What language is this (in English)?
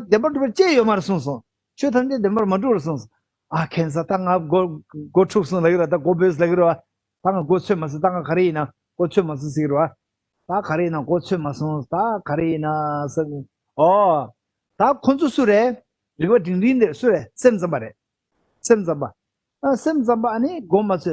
Tibetan